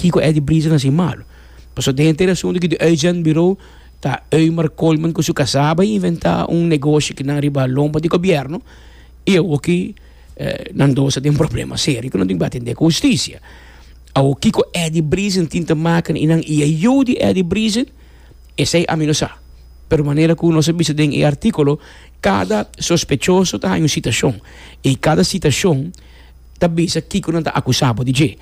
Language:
Papiamento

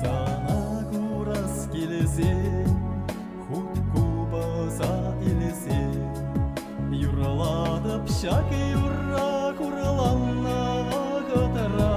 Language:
Chuvash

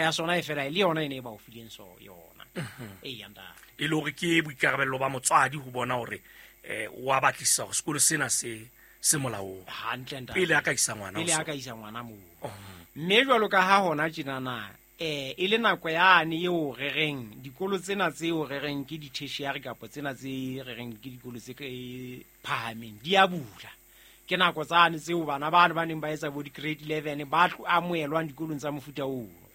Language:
Southern Sotho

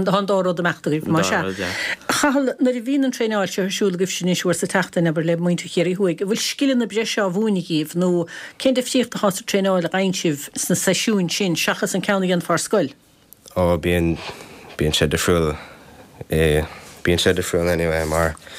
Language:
Irish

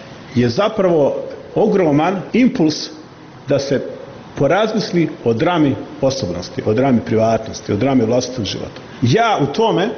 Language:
Croatian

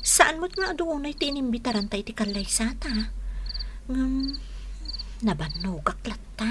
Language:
Iloko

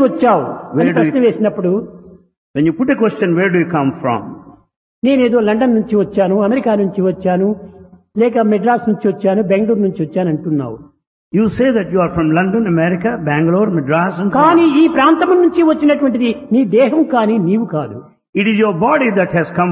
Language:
Telugu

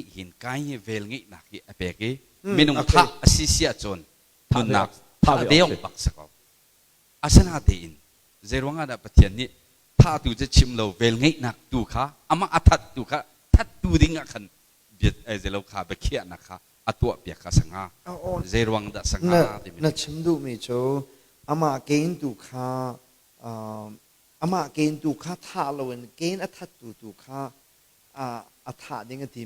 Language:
Hakha Chin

